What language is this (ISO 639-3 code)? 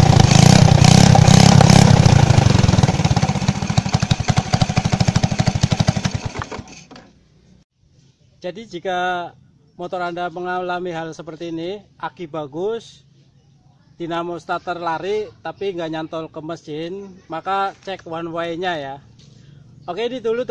ind